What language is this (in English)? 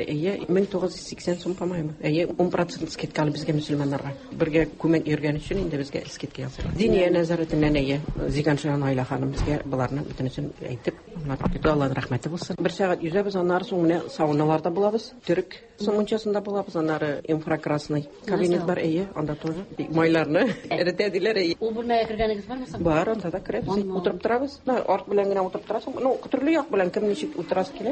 Tatar